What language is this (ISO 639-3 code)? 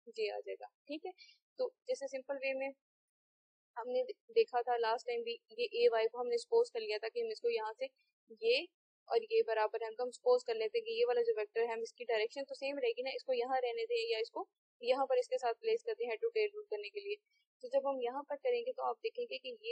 hin